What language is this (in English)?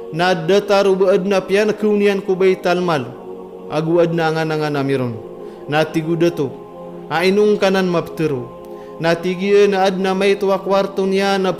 Maranao